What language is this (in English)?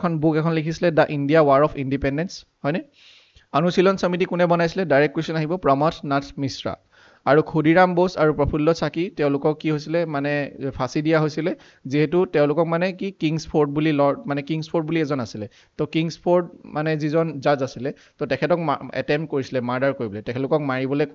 Assamese